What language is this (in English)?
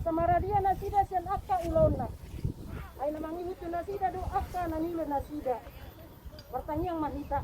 Batak Toba